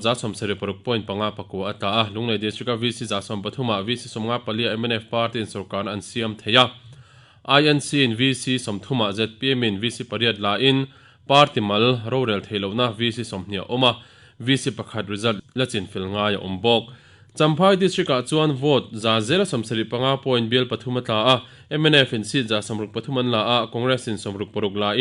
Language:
Mizo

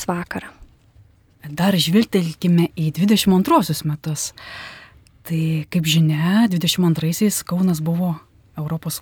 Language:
Lithuanian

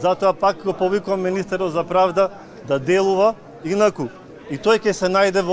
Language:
Macedonian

